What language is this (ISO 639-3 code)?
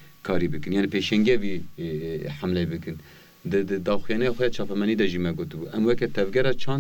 kur